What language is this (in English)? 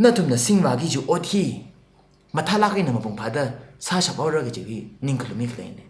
Tangkhul Naga (India)